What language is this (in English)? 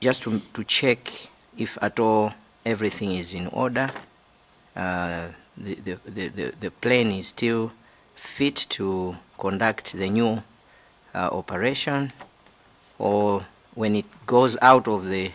Nyanja